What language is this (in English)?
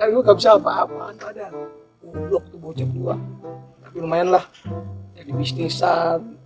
Betawi